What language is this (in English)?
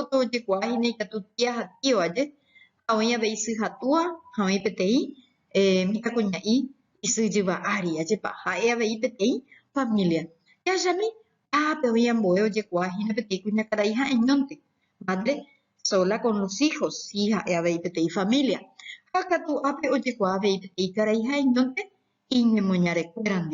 Guarani